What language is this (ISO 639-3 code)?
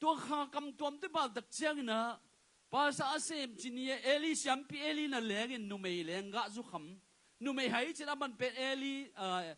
ctd